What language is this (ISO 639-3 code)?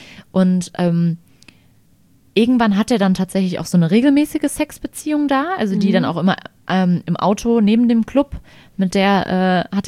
deu